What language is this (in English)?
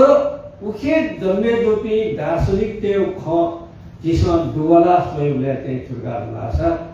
Newari